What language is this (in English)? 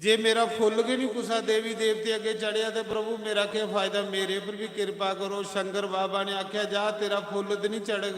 Dogri